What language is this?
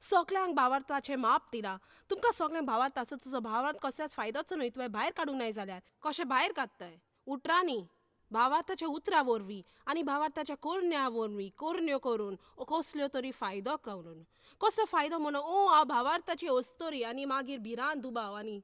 Konkani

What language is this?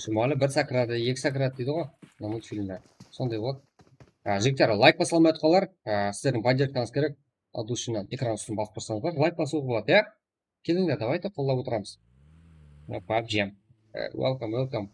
Kara-Kalpak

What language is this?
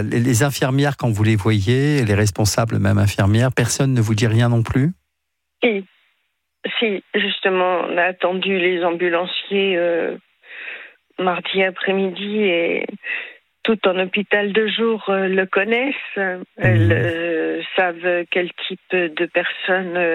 French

